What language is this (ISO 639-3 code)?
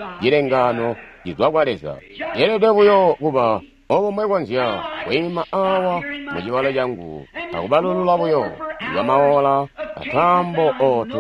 toi